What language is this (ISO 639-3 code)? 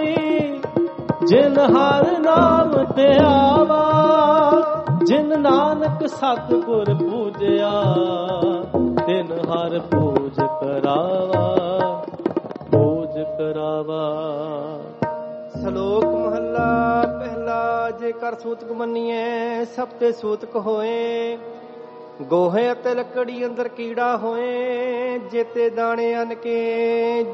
pan